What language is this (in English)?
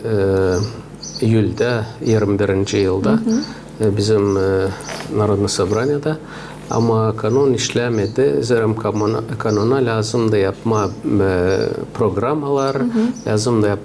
Gagauz